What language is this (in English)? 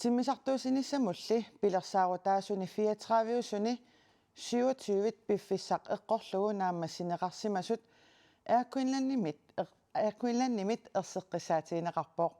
Kalaallisut